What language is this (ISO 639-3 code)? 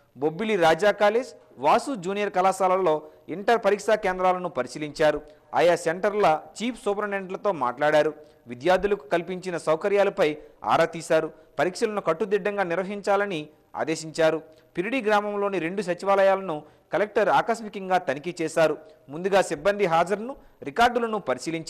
tel